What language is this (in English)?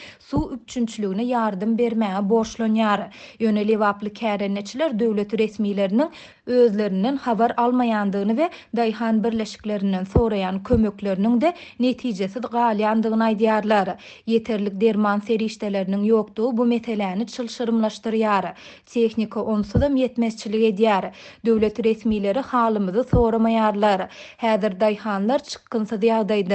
Turkmen